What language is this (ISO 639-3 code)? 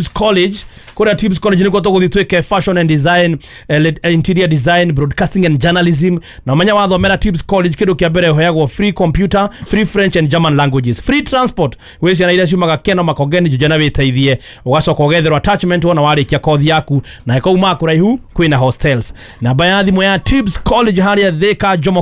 kik